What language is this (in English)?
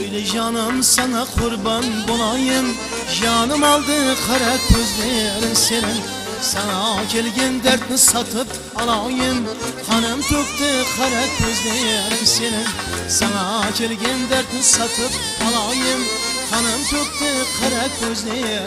Kara-Kalpak